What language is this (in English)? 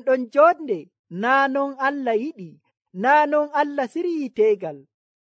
Nigerian Fulfulde